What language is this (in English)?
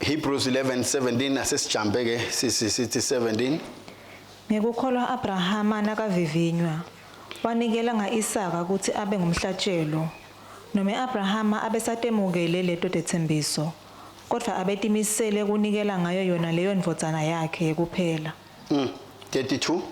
Swati